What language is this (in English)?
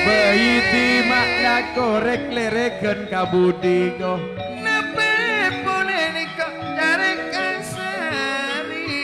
Madurese